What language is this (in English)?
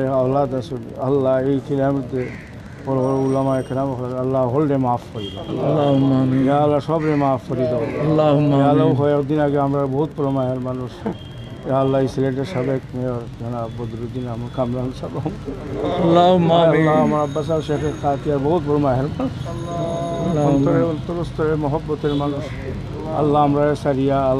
Sylheti